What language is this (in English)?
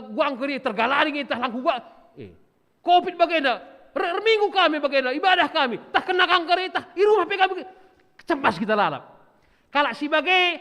Batak Karo